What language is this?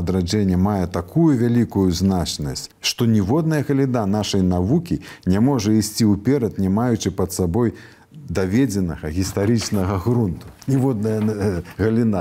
Belarusian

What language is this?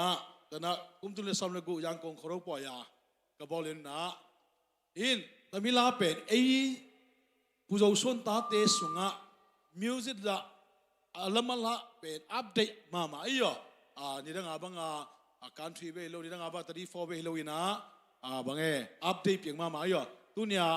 Tedim Chin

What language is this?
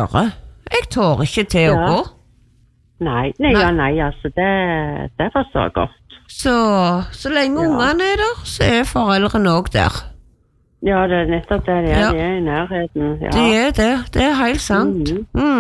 Norwegian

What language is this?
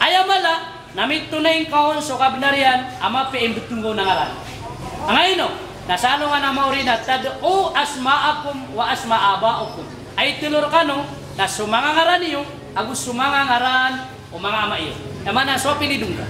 Maranao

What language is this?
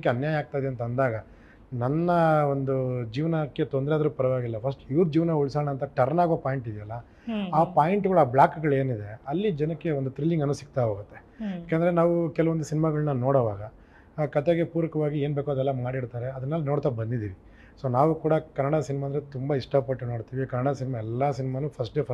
Kannada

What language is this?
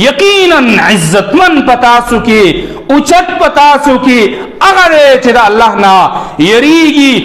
Pashto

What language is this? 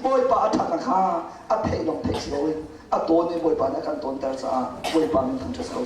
Hakha Chin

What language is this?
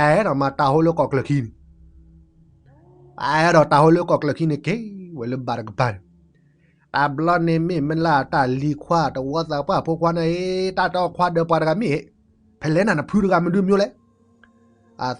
S'gaw Karen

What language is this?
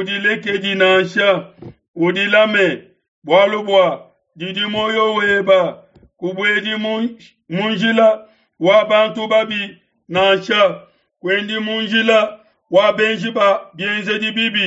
Luba-Lulua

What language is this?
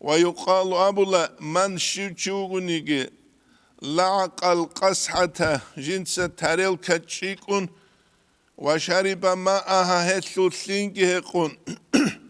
Avaric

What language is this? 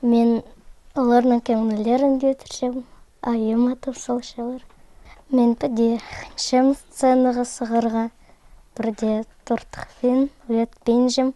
Khakas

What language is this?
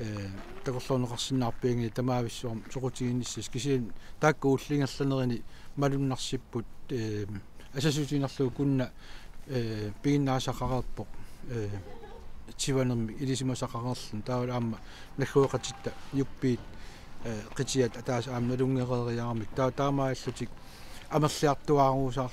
Kalaallisut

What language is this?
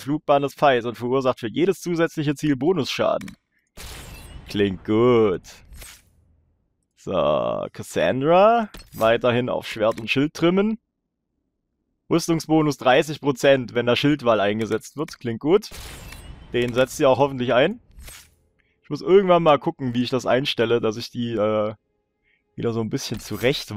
German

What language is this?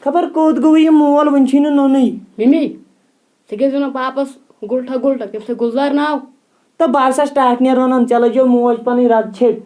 Kashmiri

